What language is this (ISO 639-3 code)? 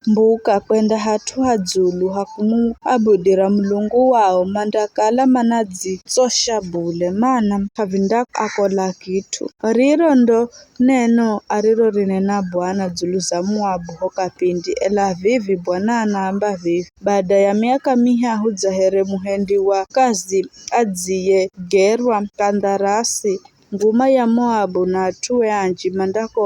nyf